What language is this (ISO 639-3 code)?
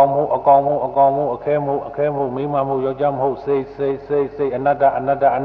mya